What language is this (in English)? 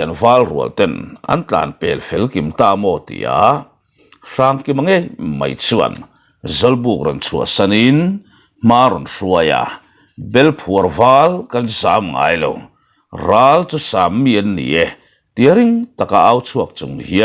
Mizo